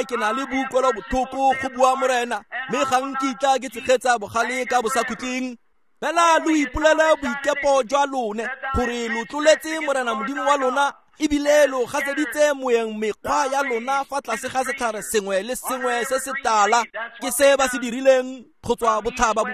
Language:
Tswana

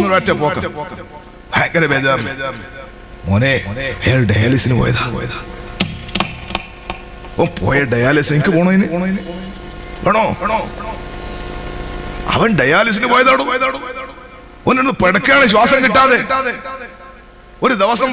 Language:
Malayalam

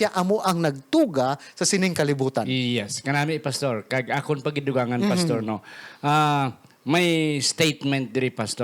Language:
Hiligaynon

